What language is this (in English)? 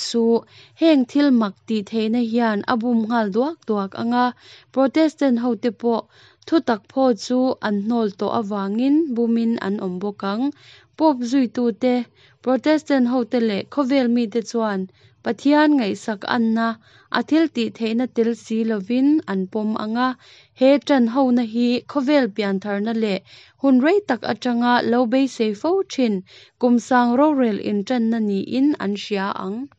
Mizo